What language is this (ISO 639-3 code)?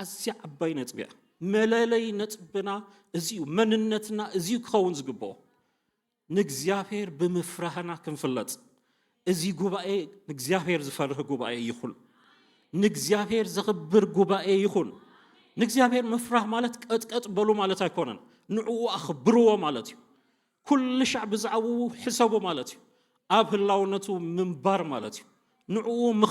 tir